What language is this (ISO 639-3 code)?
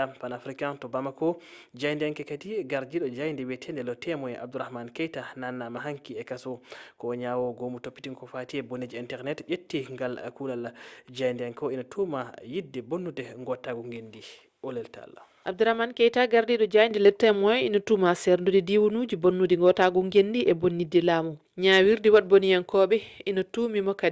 ful